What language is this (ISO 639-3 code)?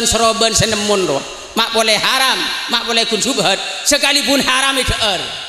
mad